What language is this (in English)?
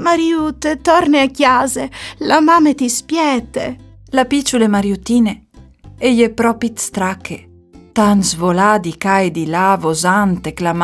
Friulian